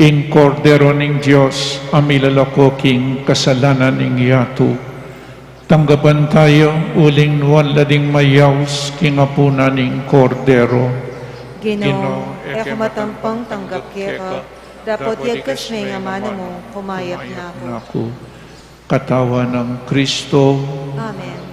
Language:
Pampanga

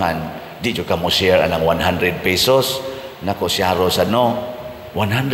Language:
Cebuano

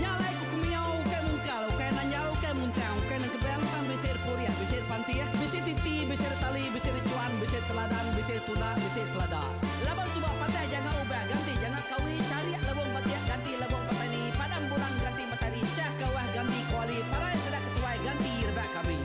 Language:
Iban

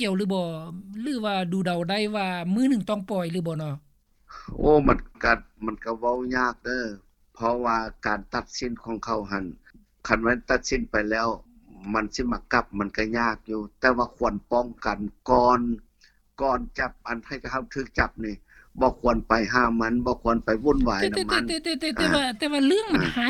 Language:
Lao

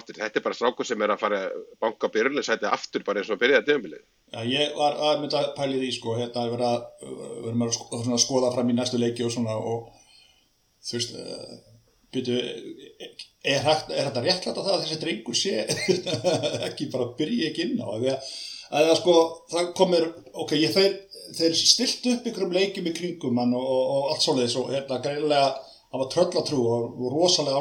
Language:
Icelandic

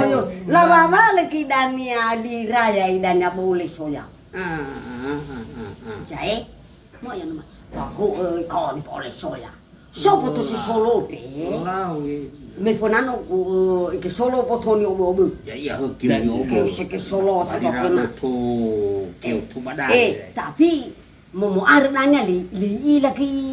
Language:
Nias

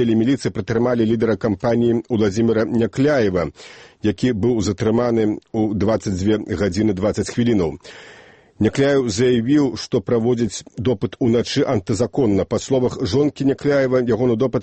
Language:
Belarusian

